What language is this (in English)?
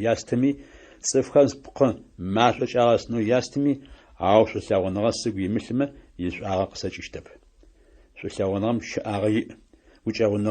Adyghe